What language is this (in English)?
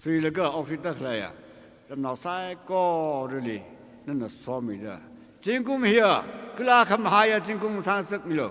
Tangkhul Naga (India)